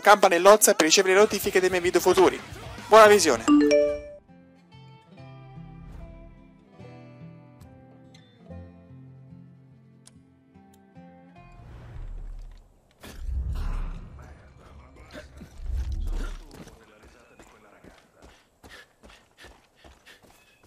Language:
Italian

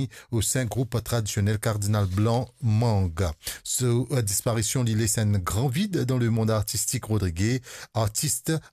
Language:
Morisyen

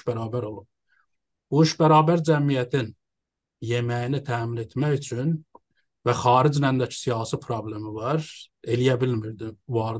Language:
South Azerbaijani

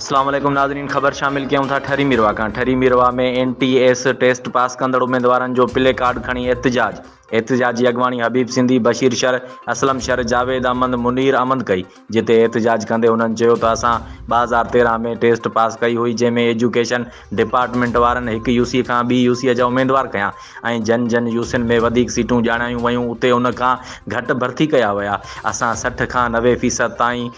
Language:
Sindhi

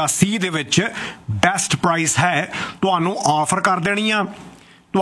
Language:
Punjabi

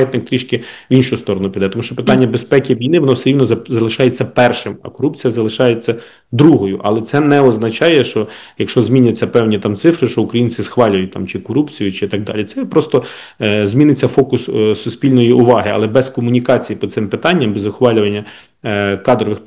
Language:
Ukrainian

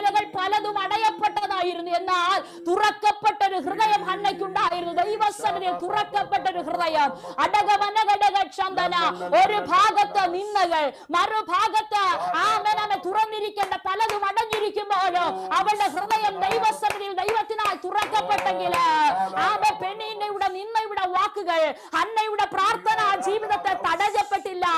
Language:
Malayalam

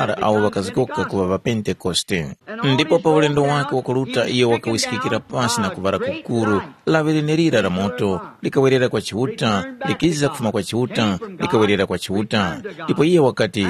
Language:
Tumbuka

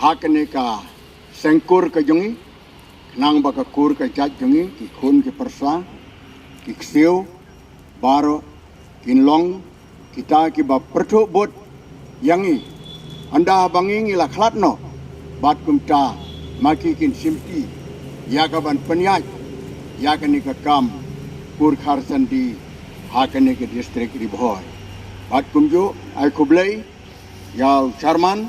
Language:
Khasi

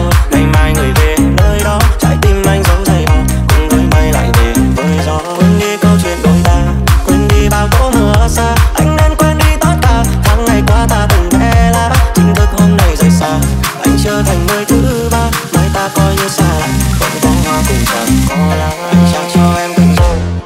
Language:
Vietnamese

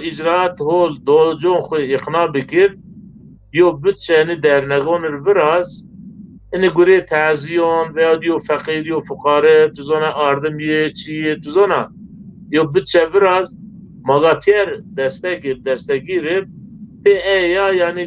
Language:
Zaza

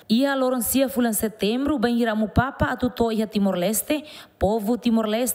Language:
Tetum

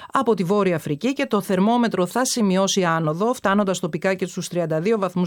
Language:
Greek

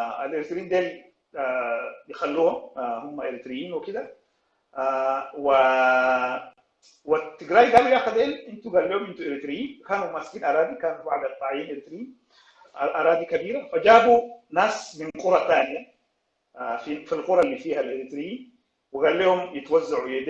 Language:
Sudanese Arabic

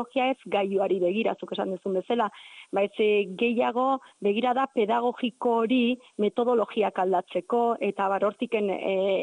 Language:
Basque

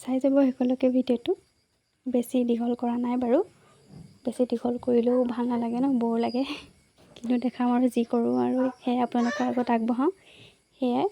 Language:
Assamese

